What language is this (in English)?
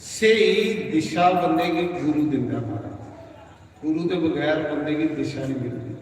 Dogri